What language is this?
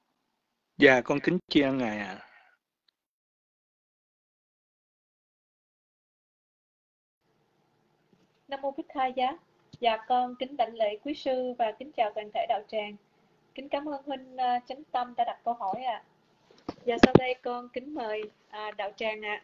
Vietnamese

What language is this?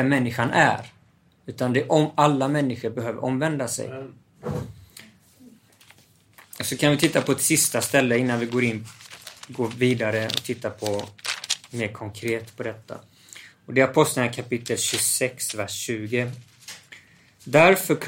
Swedish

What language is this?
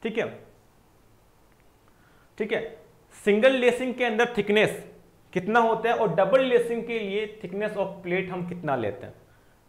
Hindi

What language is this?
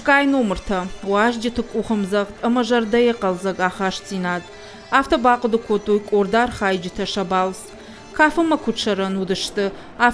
Ossetic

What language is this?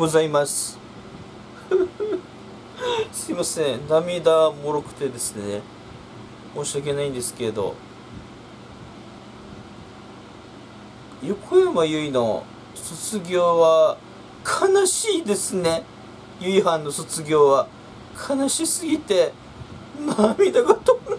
Japanese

